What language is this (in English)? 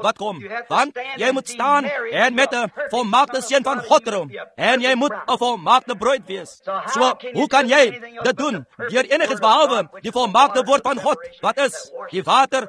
Afrikaans